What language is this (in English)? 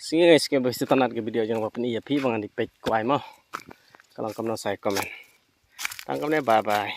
Khasi